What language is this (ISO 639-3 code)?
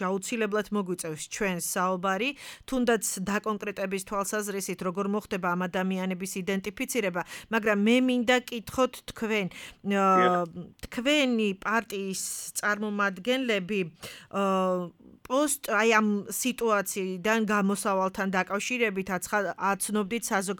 kat